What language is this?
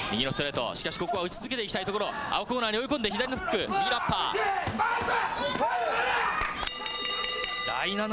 Japanese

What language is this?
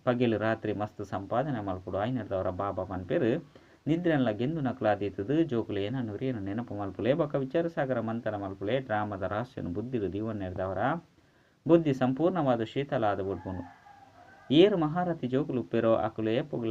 Tulu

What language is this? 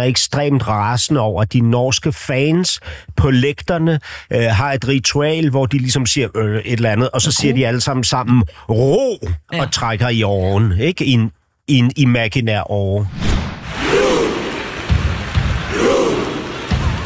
Danish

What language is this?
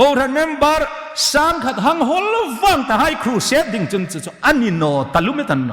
Hmar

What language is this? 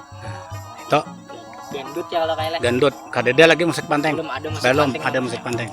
Banjar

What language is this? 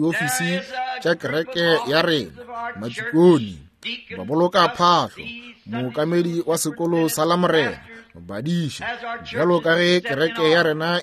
Northern Sotho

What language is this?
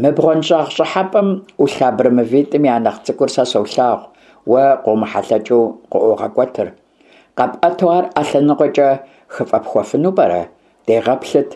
Kabardian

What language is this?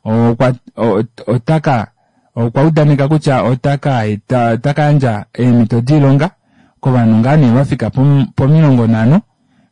Kuanyama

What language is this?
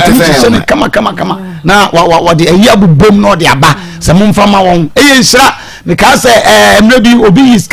Akan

